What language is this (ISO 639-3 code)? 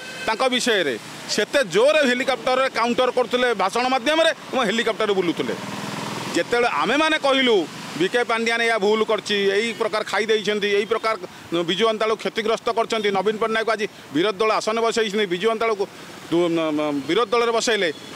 ori